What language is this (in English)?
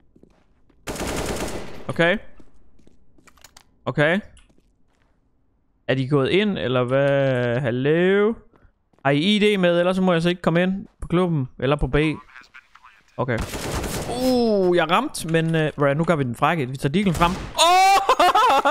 Danish